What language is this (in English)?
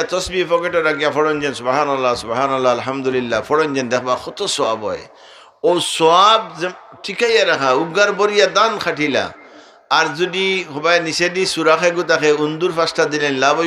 Sylheti